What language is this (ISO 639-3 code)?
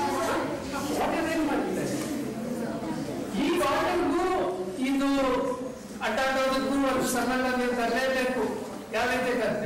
kan